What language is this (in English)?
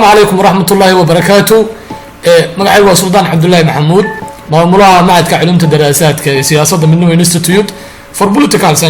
Somali